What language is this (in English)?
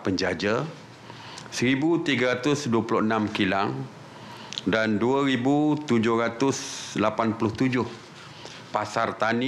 Malay